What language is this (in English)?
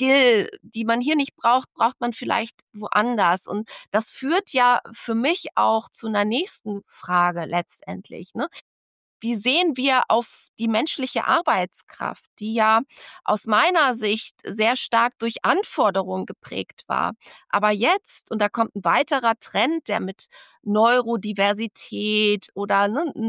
German